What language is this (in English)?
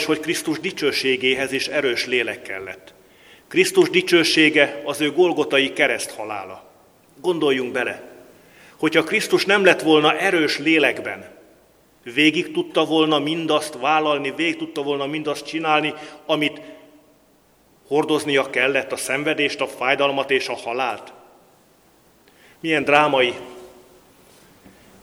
Hungarian